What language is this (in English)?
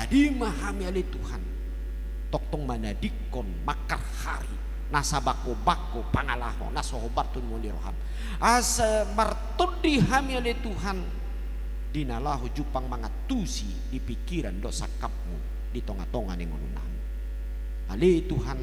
Batak Toba